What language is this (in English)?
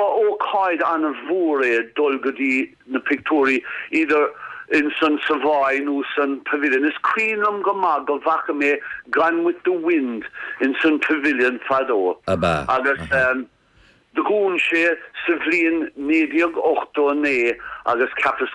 Irish